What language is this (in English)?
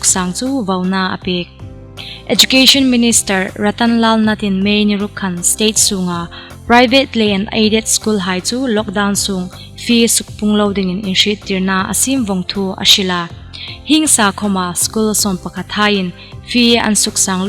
Hmar